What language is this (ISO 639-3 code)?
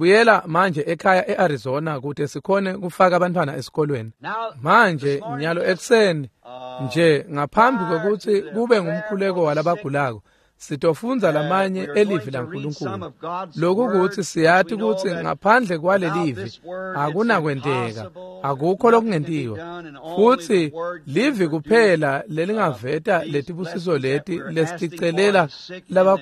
ssw